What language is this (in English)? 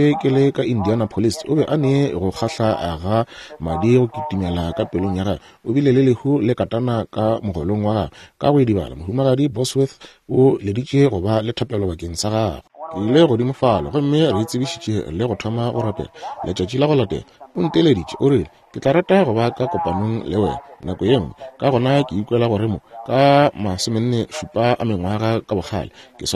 Northern Sotho